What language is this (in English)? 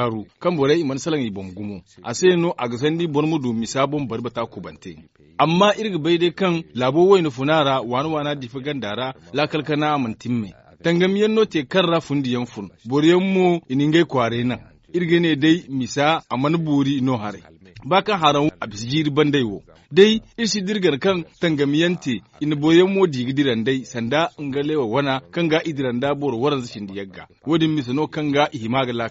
Zarma